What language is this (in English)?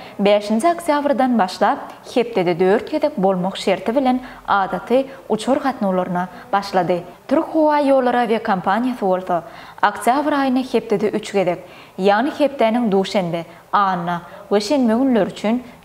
Turkmen